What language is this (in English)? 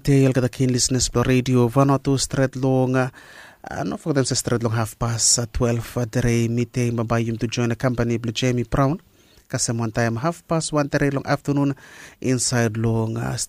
Bislama